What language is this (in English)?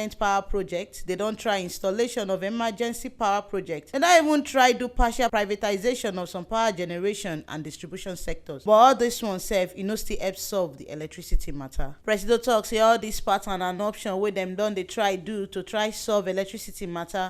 Nigerian Pidgin